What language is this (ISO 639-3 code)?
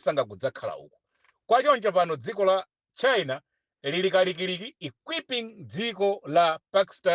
nya